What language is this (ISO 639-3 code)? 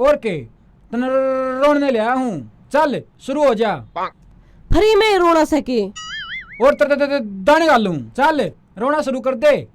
bgc